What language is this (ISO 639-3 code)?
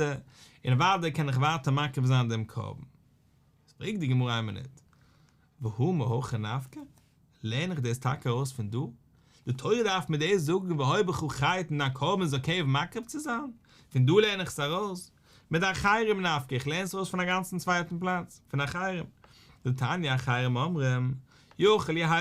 yid